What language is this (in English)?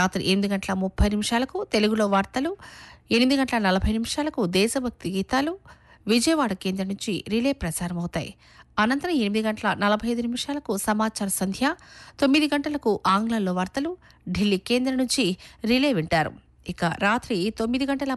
Telugu